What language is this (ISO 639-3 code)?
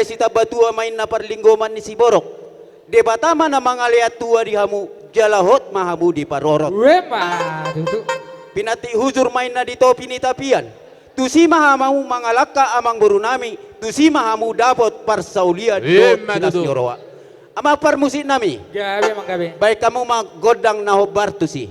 bbc